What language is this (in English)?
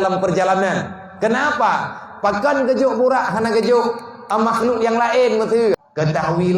Achinese